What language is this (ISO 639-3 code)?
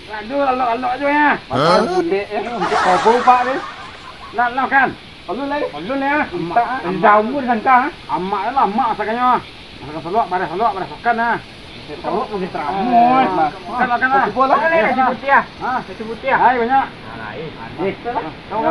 min